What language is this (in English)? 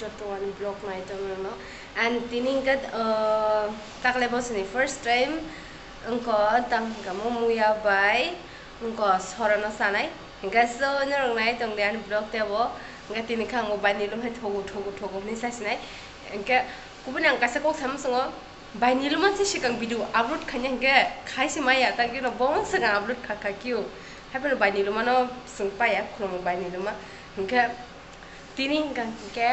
Kok Borok